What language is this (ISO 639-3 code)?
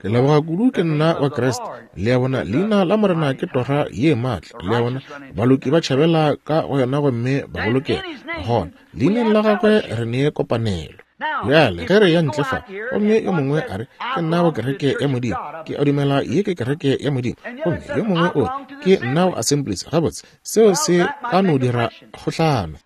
nso